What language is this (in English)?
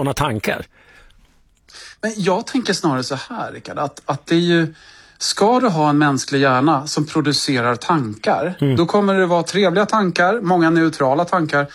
Swedish